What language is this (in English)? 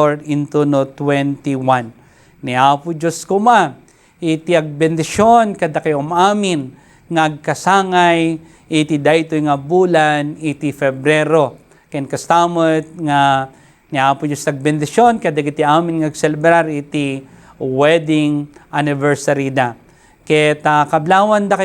Iloko